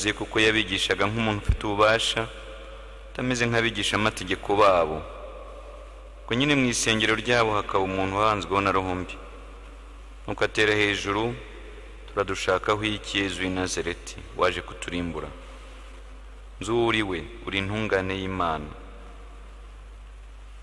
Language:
Kinyarwanda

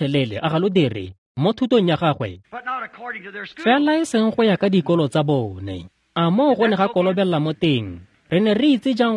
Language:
Tswana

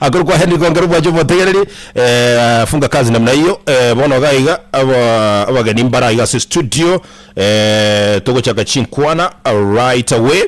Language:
Gusii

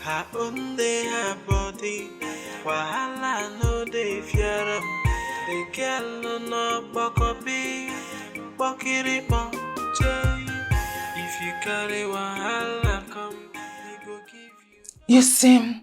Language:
Nigerian Pidgin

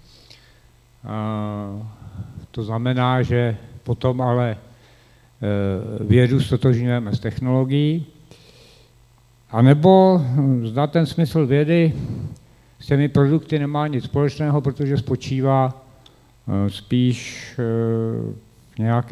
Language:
Czech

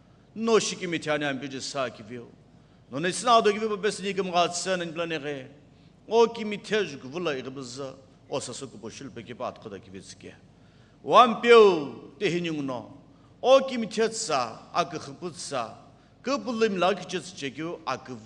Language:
Sumi Naga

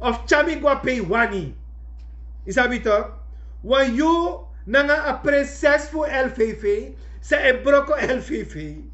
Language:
Sranan Tongo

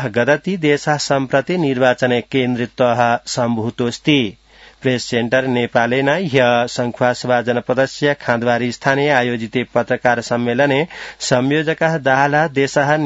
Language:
Sanskrit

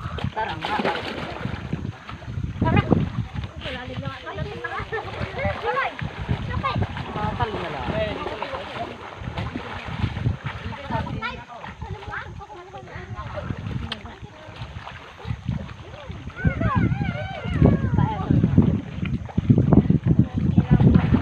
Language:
Filipino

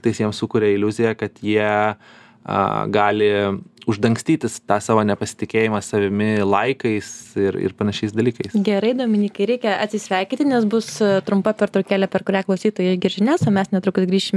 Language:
Lithuanian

